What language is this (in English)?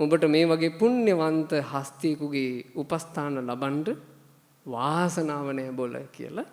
Sinhala